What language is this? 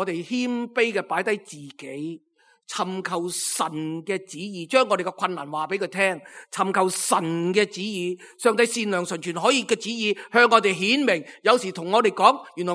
Cantonese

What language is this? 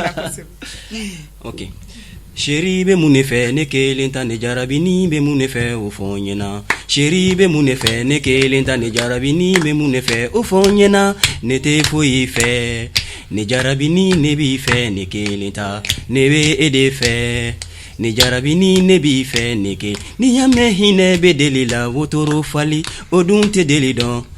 Bambara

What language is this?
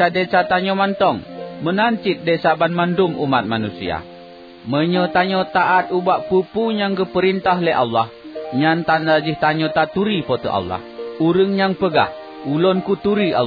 Achinese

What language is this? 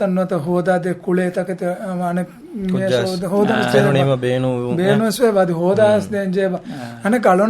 Divehi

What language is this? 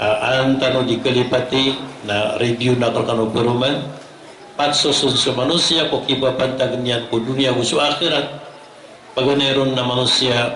Maranao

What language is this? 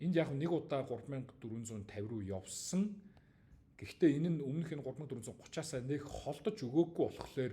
Mongolian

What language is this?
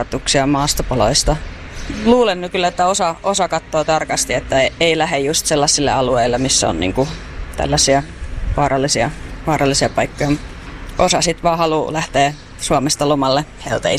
Finnish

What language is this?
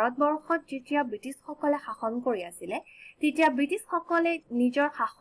Assamese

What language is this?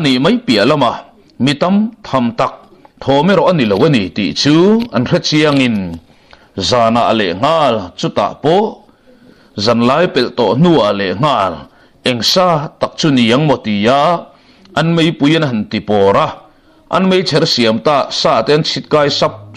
Mizo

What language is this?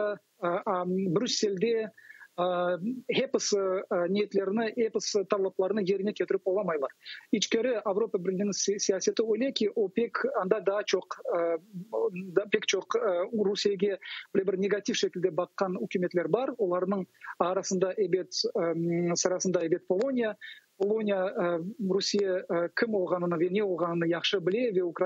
Crimean Tatar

